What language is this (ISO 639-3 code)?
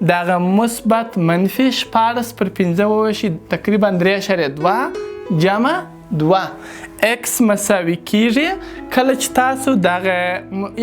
pus